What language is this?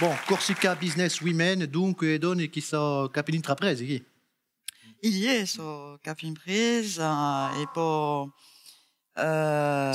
Corsican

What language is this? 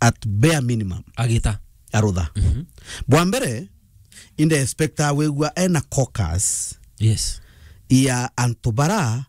Meru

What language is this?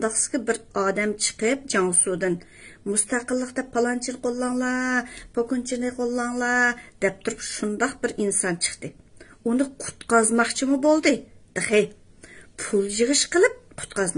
Uyghur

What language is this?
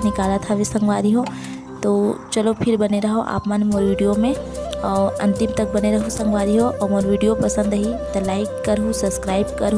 Chhattisgarhi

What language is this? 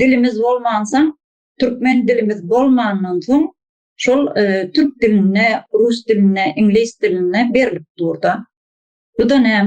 Turkmen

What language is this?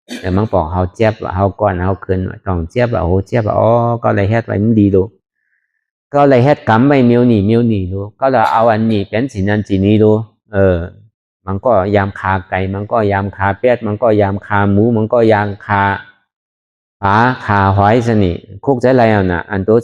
Shan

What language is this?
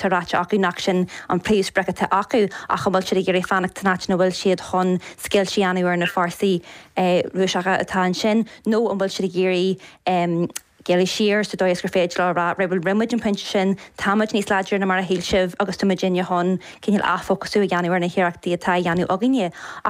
Irish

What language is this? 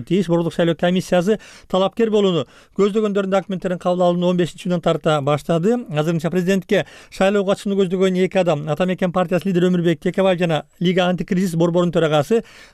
Kyrgyz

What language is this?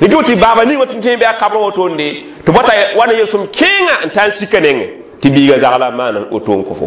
Mossi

